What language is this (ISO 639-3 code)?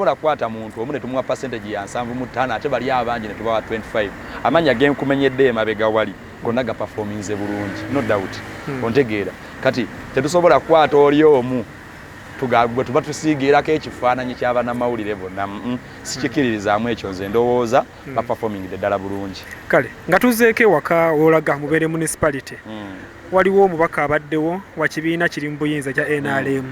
lug